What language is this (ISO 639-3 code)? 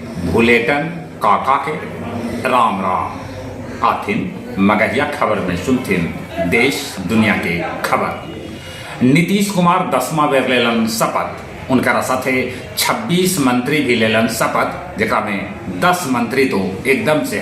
mag